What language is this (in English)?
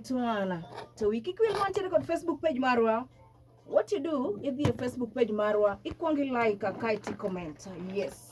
Luo (Kenya and Tanzania)